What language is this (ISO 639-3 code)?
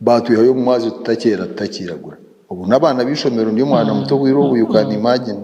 nyn